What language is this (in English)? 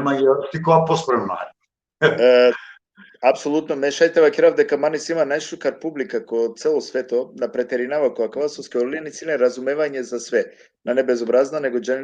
Balkan Romani